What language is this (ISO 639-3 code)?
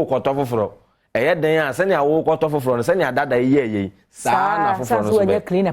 aka